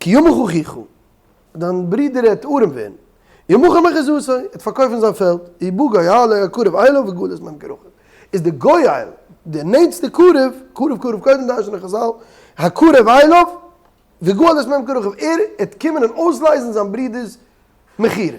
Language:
Yiddish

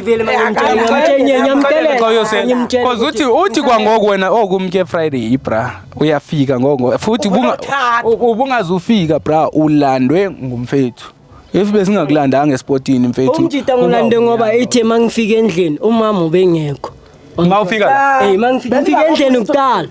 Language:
Zulu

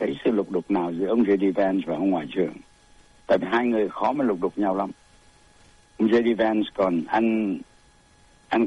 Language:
Vietnamese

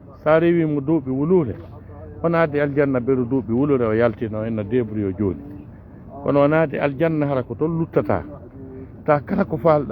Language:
Fula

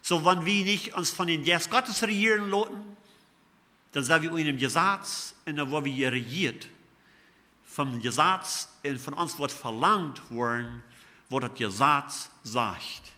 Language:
Plautdietsch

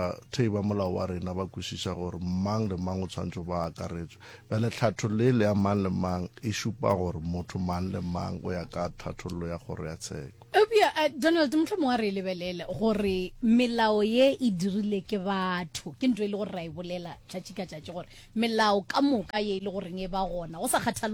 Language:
Northern Sotho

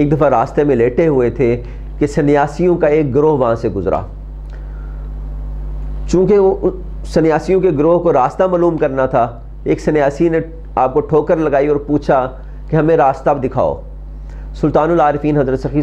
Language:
Urdu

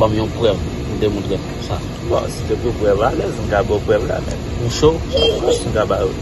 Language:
Haitian Creole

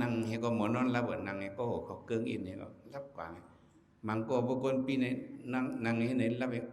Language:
Shan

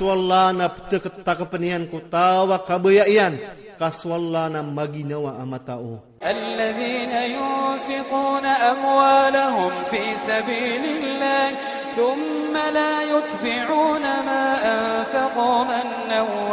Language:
Iranun (Philippines)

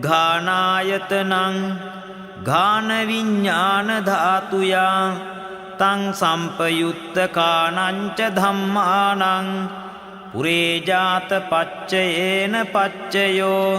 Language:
Pali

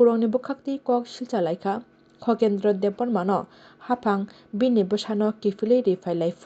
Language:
Kok Borok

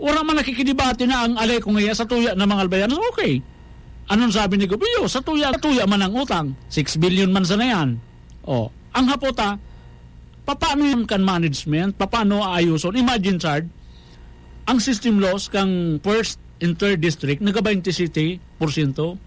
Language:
Bikol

